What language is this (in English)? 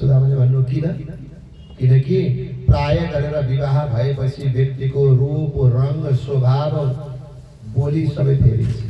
Nepali